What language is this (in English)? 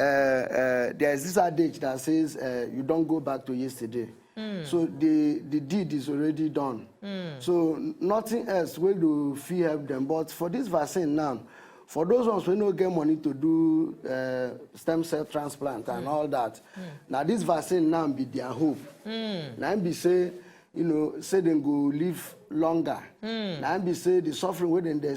Nigerian Pidgin